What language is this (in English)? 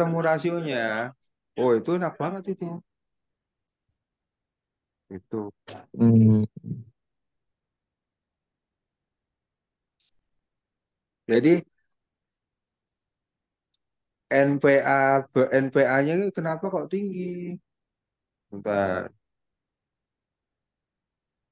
Indonesian